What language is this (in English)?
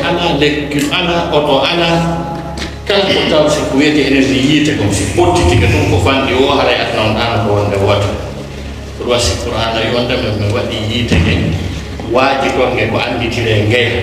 Fula